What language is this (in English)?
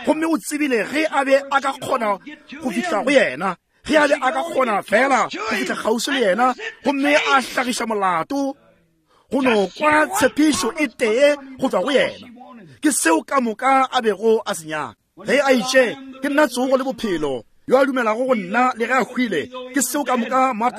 Northern Sotho